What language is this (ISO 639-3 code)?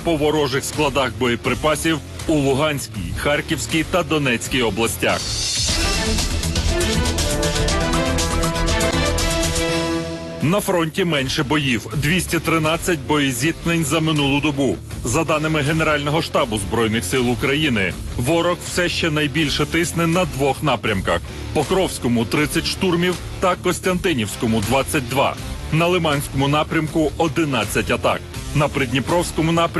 ukr